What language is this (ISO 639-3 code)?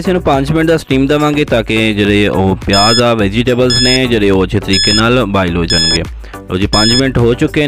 pan